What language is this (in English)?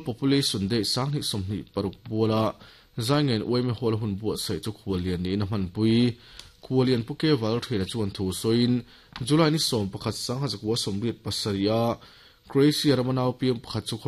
Mizo